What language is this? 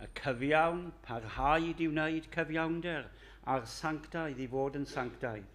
Welsh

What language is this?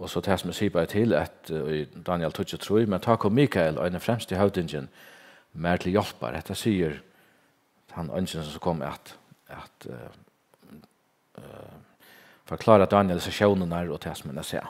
Faroese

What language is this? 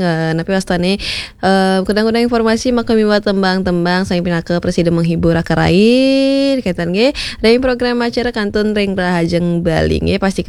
Balinese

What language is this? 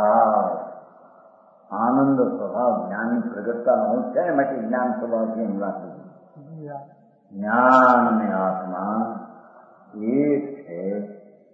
Gujarati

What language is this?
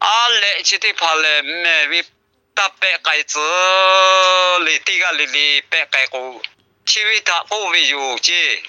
Lahu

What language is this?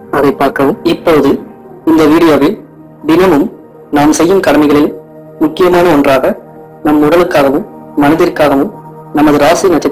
Tamil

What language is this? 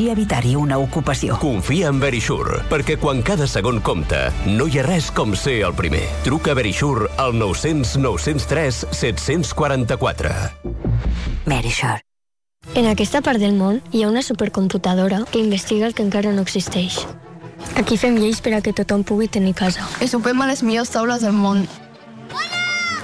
Catalan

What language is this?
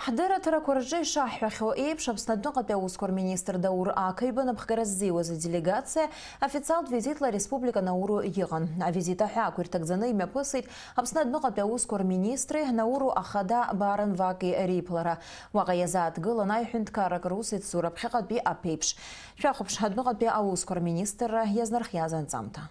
Abkhazian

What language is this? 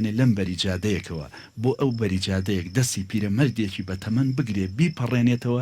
Central Kurdish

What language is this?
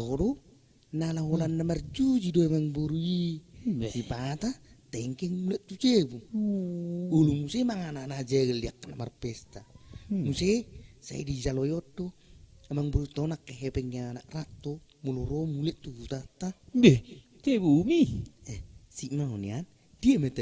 Batak Toba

